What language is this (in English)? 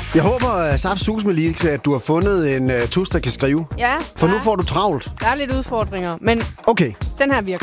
Danish